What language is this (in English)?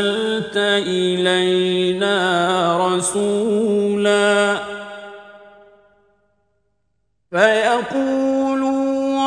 Arabic